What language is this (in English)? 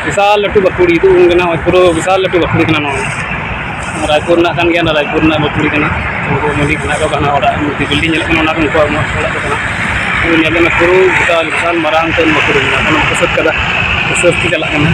Santali